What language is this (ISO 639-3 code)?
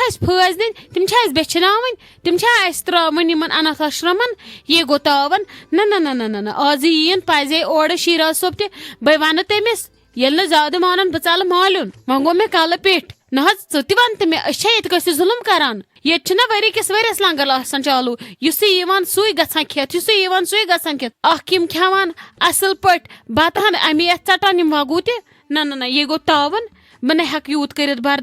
kas